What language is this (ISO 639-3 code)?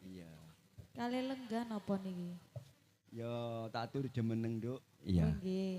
jav